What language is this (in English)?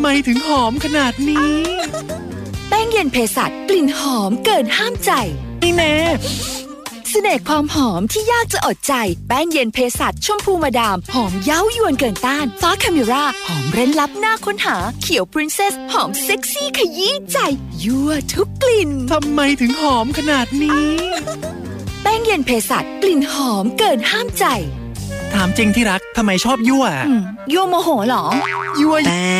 Thai